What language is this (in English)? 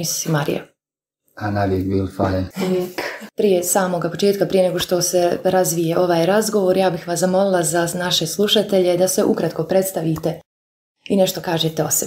Croatian